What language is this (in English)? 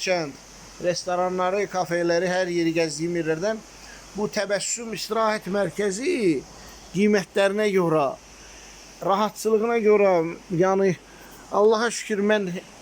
Azerbaijani